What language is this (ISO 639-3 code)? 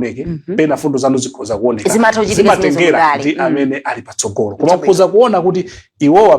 nya